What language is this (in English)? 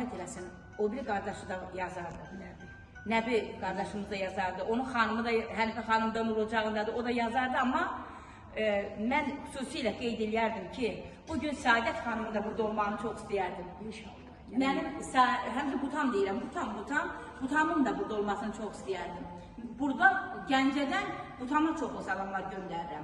Azerbaijani